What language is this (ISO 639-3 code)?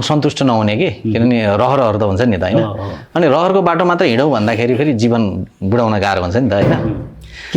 nep